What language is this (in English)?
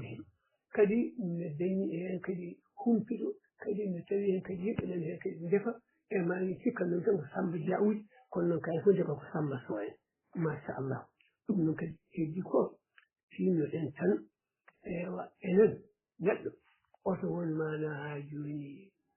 Fula